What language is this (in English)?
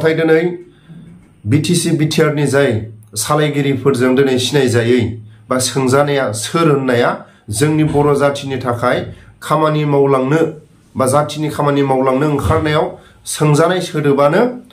Bodo